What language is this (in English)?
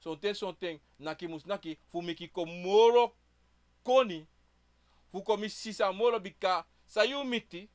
Sranan Tongo